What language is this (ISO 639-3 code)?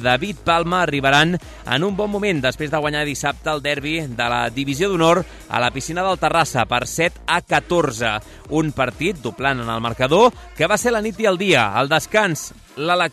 cat